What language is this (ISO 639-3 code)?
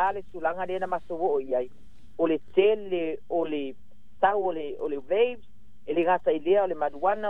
smo